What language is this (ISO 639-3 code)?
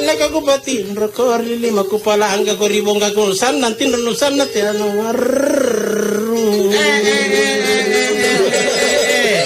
mak